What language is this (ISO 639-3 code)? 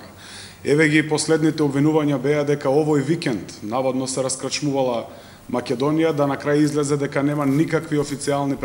mkd